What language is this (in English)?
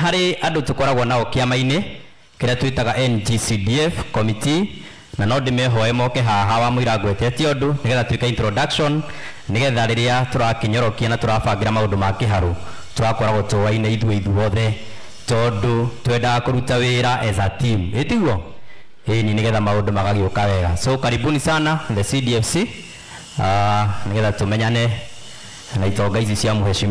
Kikuyu